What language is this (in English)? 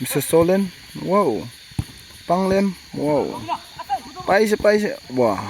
Naga Pidgin